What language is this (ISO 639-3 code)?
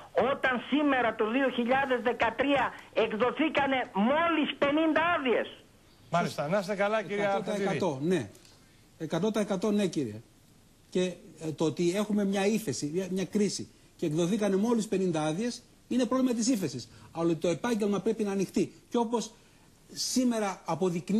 ell